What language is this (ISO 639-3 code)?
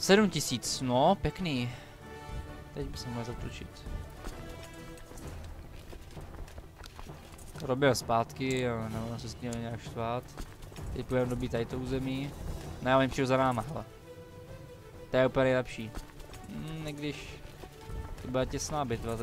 ces